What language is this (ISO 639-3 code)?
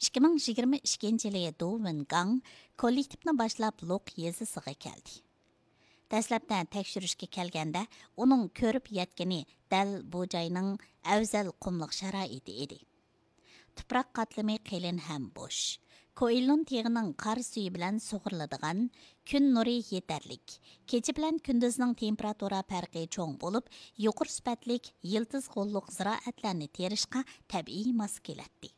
uig